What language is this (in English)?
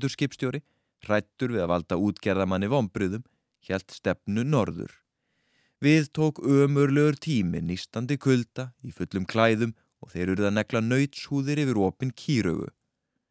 Icelandic